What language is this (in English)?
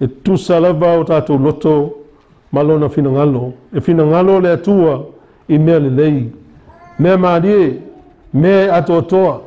Samoan